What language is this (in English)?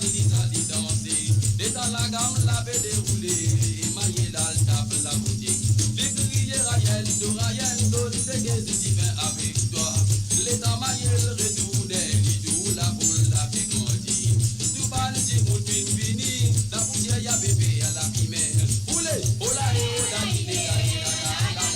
Morisyen